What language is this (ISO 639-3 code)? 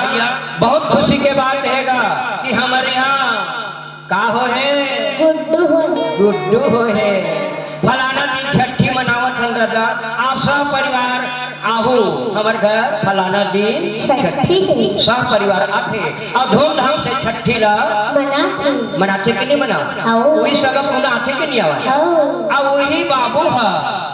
hne